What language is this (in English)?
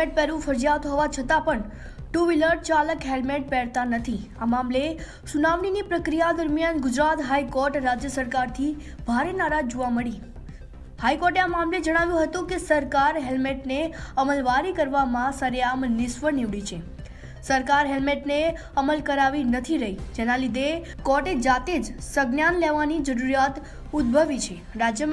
Gujarati